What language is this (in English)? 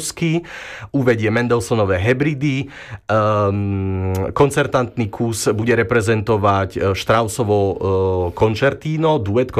Slovak